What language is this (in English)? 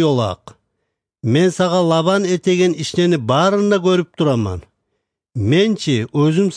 Kumyk